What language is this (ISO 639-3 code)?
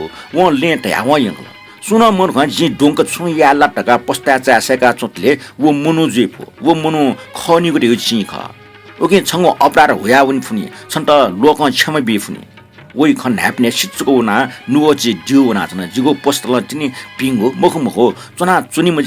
new